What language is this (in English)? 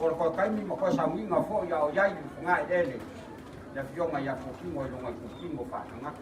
Samoan